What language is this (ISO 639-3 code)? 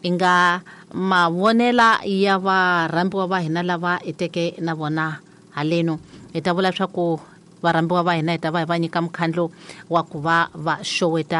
tso